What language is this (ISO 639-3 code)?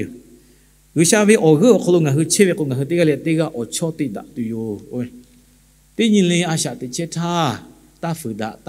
lhu